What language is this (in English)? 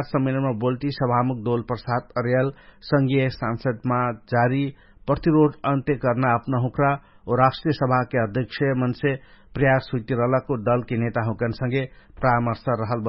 Dangaura Tharu